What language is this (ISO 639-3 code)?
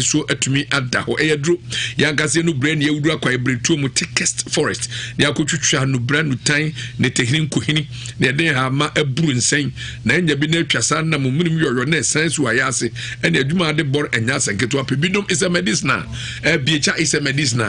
aka